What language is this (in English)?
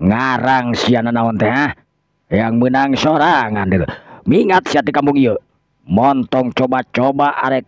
Sundanese